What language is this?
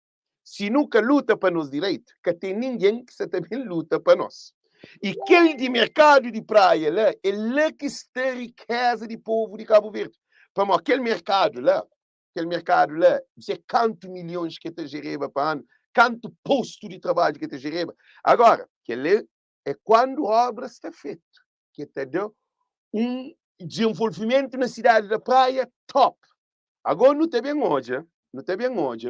Kabuverdianu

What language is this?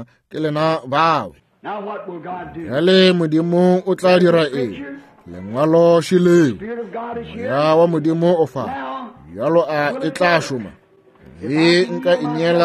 Northern Sotho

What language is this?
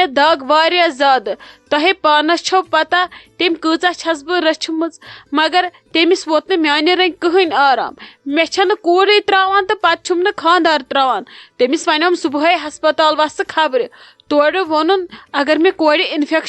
Kashmiri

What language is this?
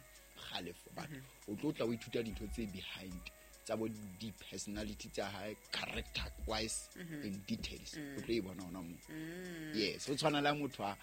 Southern Sotho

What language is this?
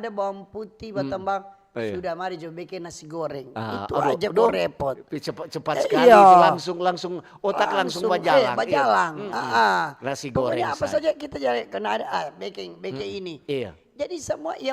Manado Malay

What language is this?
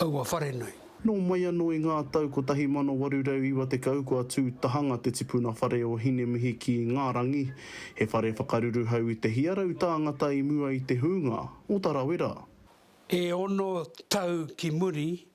Māori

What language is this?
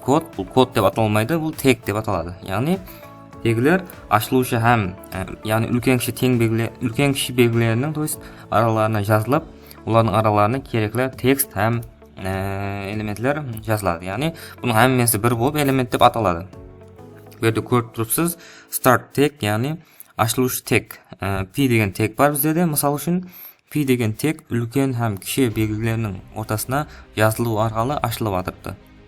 Kara-Kalpak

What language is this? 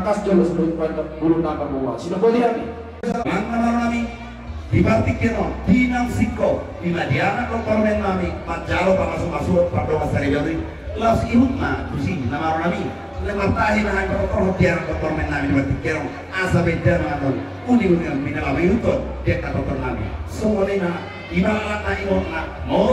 Batak Toba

